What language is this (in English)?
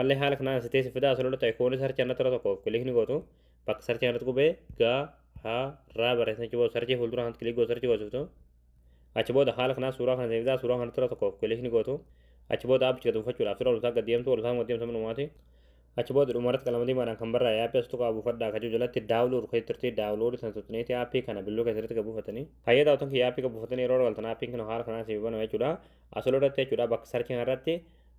Oromo